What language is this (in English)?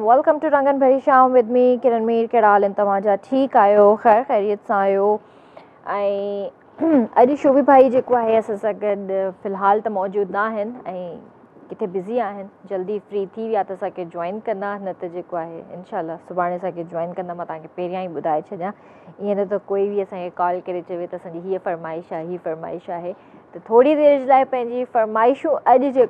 Sindhi